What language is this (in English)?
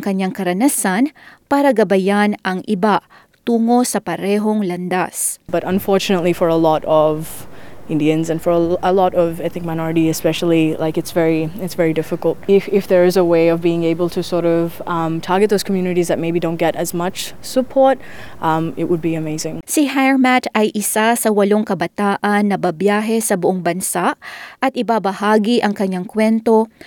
Filipino